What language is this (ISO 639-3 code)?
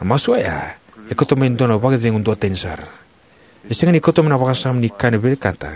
fij